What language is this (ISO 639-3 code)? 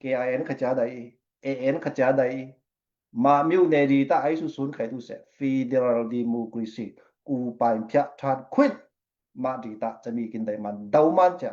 cfm